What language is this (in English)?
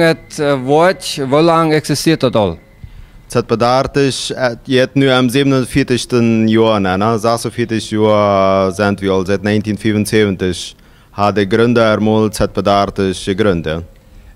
Plautdietsch